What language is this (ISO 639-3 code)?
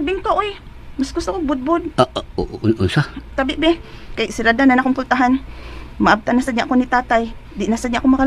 ceb